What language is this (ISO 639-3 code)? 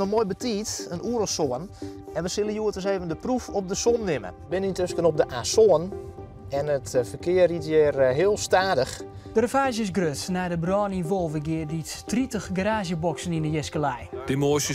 fry